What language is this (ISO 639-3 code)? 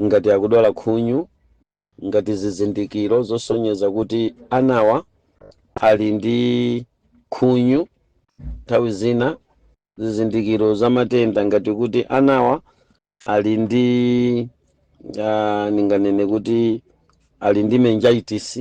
nya